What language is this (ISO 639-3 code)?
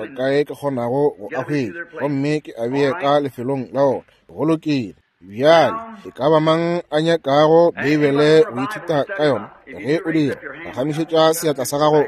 nso